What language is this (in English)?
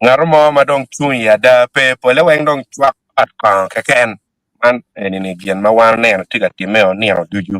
Acoli